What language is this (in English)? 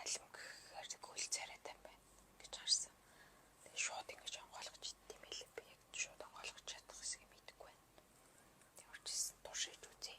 Mongolian